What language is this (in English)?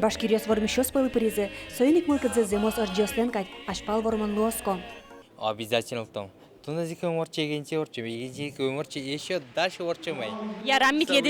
Udmurt